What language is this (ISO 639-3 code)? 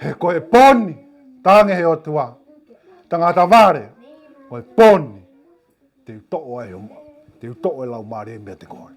ton